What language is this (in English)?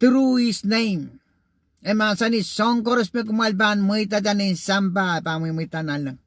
Pohnpeian